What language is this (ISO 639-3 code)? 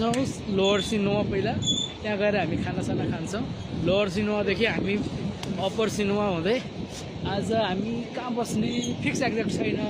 nep